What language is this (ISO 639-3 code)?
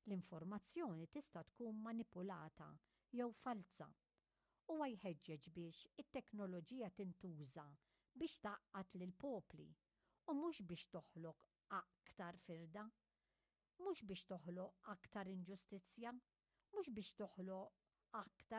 mlt